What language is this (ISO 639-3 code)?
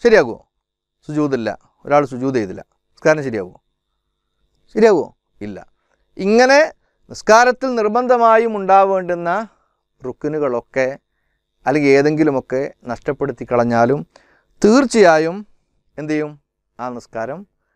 mal